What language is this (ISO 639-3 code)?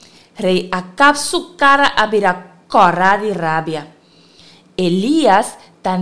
pap